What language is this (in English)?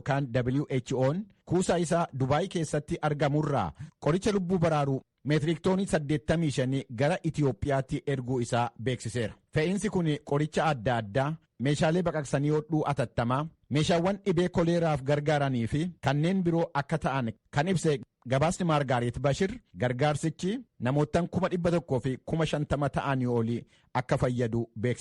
Oromo